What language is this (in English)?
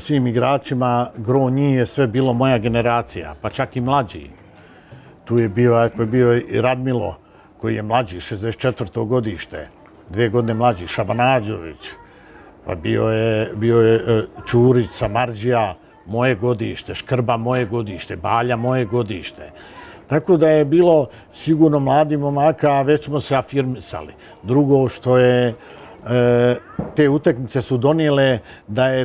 Bosnian